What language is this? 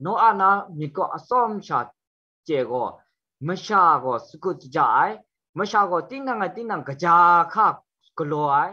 Kachin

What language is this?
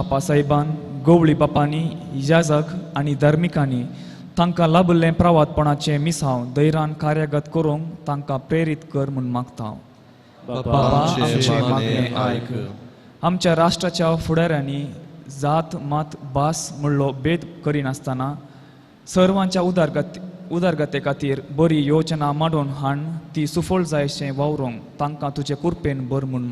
Konkani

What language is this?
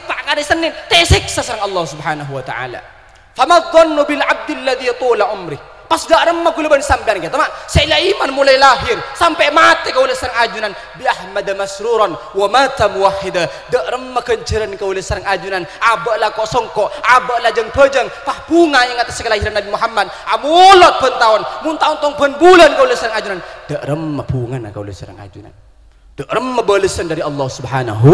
Madurese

